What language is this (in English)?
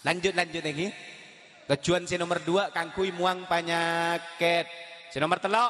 Madurese